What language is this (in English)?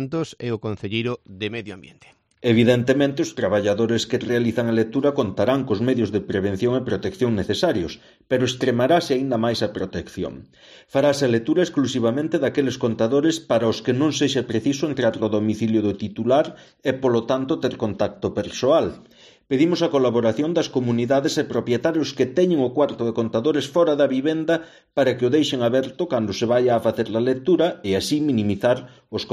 Galician